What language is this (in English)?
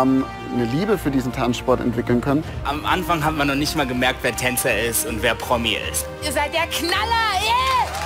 German